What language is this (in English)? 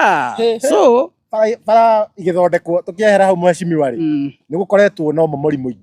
Kikuyu